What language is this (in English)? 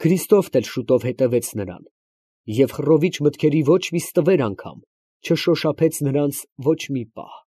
Armenian